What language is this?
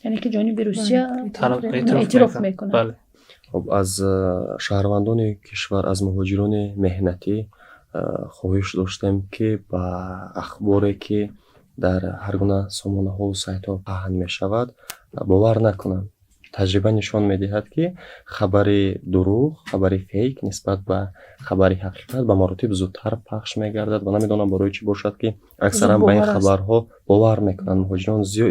Tajik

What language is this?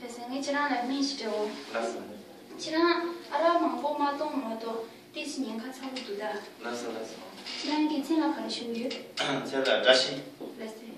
Tibetan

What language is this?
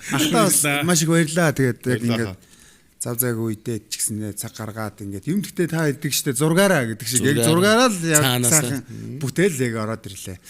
Mongolian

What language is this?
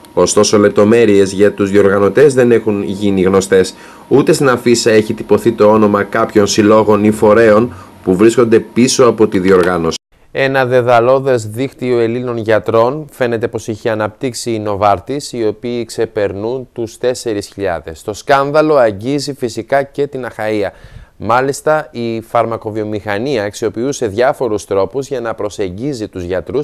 Greek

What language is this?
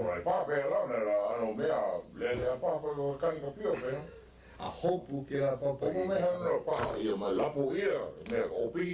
Hawaiian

